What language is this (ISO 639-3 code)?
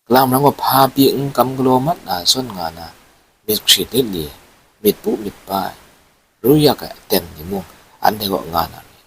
kac